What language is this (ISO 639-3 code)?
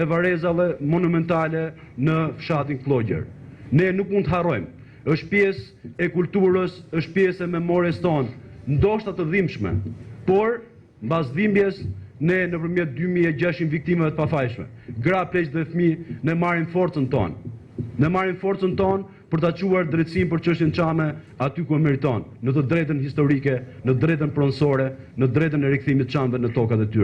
sqi